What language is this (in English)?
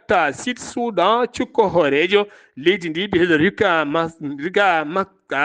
Fula